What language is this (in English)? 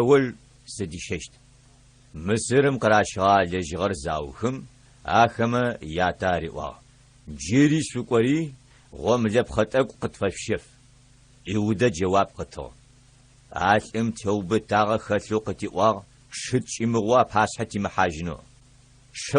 Adyghe